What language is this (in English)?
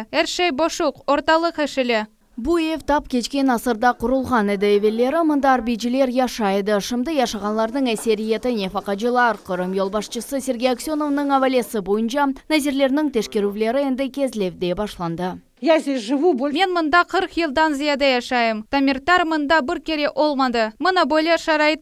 Crimean Tatar